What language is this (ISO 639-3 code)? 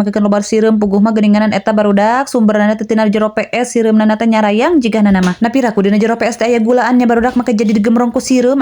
sun